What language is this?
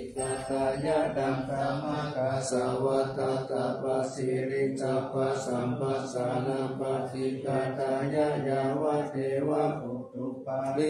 Pali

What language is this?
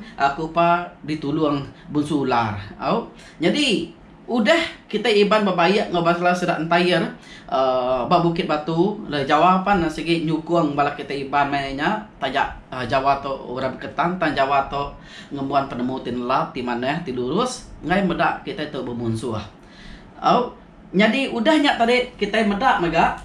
Iban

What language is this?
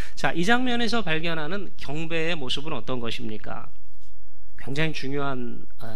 Korean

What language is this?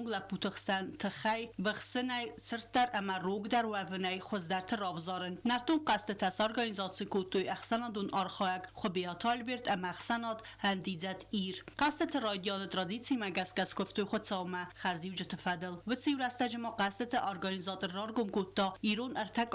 Ossetic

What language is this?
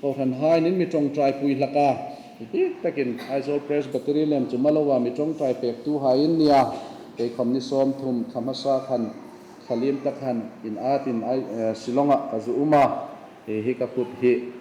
Hmar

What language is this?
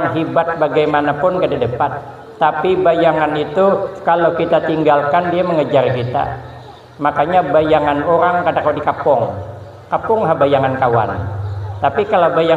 Banjar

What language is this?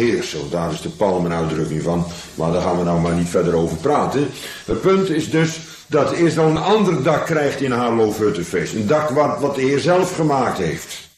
Dutch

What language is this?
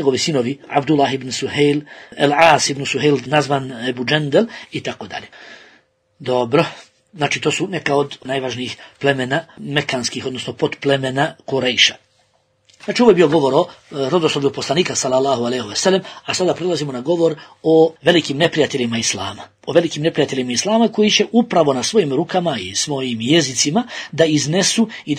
Bosnian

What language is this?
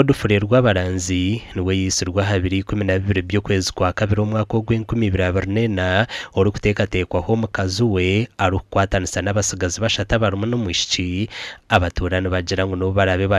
Nyankole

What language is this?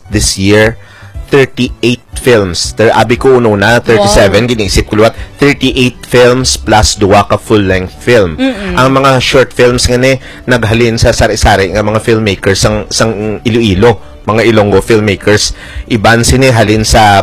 Hiligaynon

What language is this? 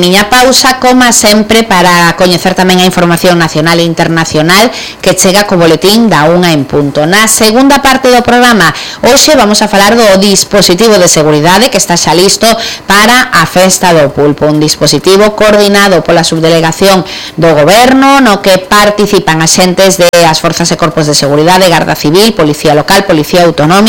Galician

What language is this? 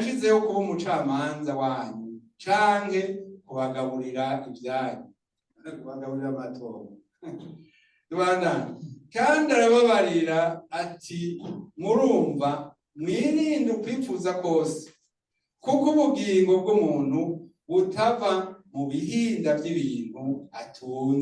Rundi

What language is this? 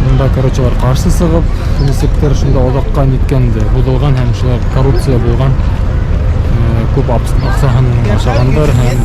Bashkir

